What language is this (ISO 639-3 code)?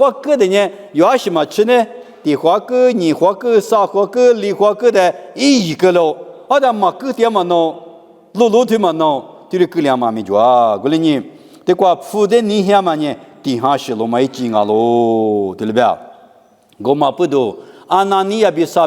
lis